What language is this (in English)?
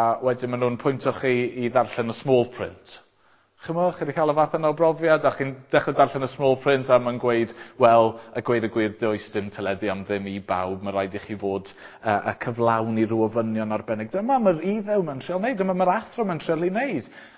Welsh